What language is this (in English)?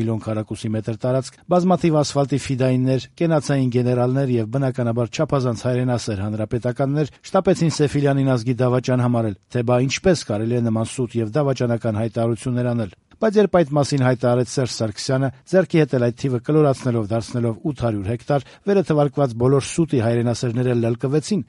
Armenian